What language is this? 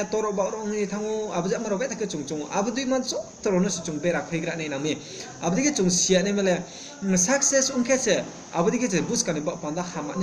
Riang (India)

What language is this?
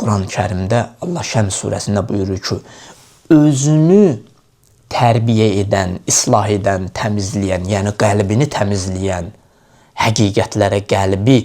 Azerbaijani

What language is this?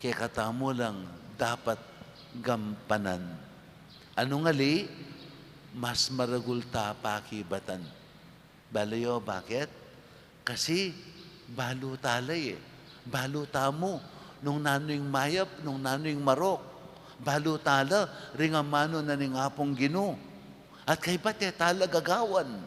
Pampanga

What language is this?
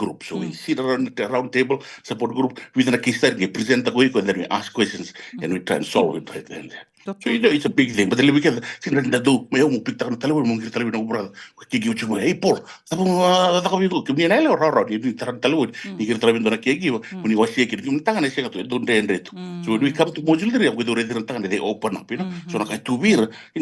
Fijian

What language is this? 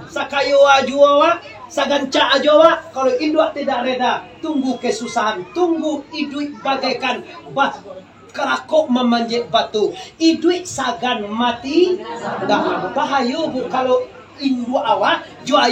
Minangkabau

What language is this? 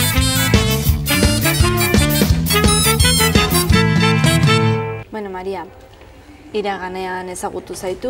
Basque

